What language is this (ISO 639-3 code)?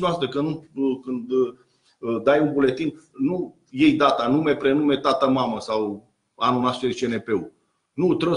ron